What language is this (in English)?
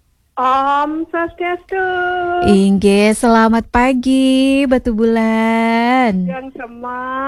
Balinese